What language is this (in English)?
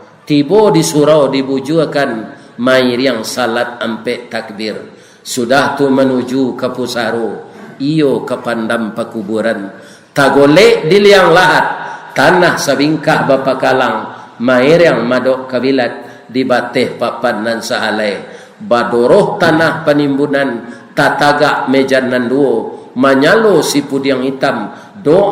Minangkabau